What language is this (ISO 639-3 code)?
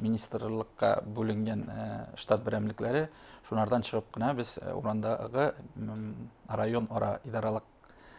bak